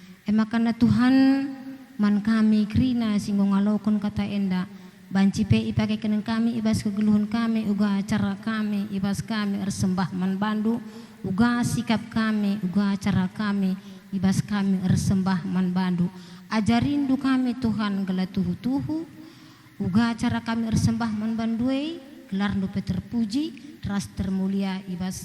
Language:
Batak Karo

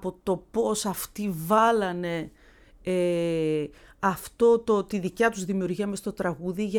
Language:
Greek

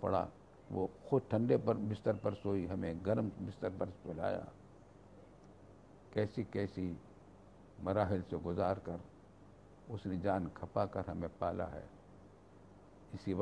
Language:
Urdu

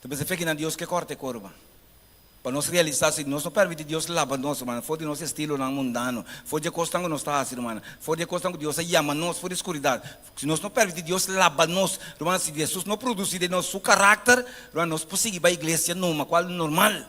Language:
Papiamento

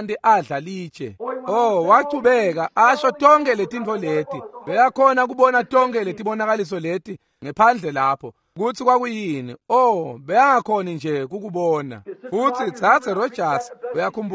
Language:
Swati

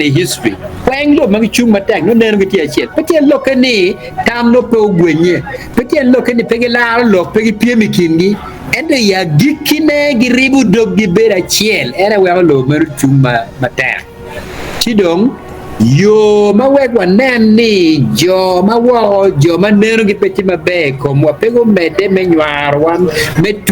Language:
Acoli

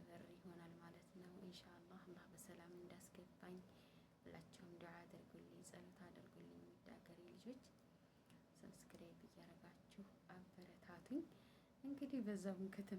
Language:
Amharic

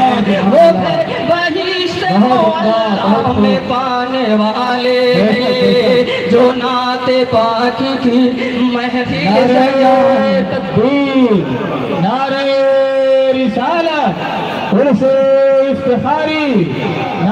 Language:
Urdu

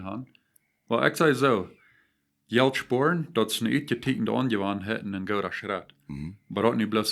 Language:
Plautdietsch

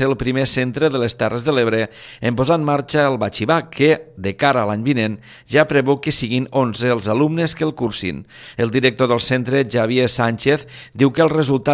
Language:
Catalan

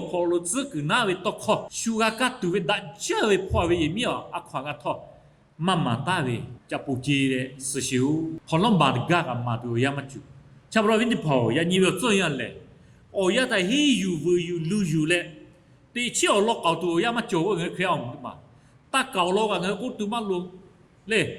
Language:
Lahu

